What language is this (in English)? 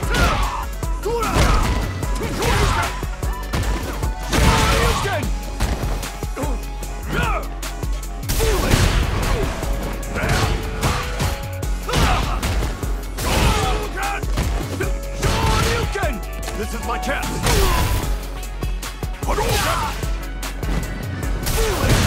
English